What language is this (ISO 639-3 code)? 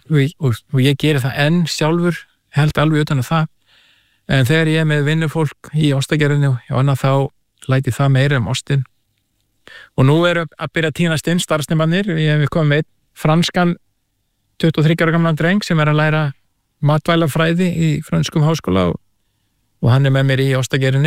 isl